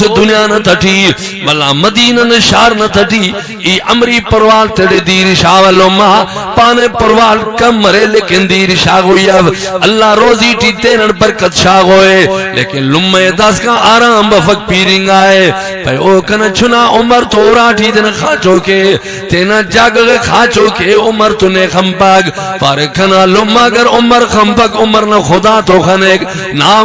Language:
Brahui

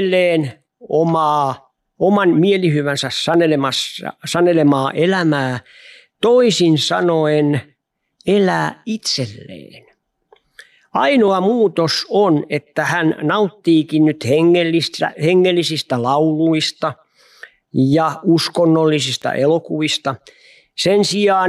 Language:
Finnish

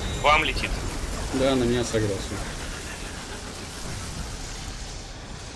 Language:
Russian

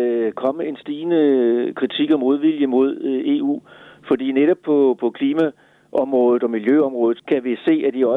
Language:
Danish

